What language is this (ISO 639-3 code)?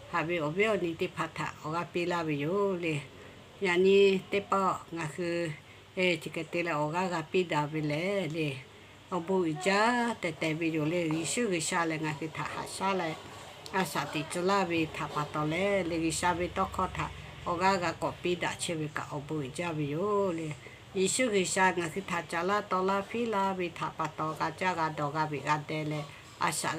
lhu